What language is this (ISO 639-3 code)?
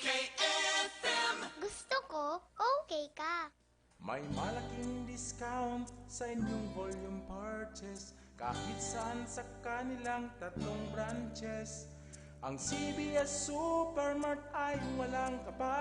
bik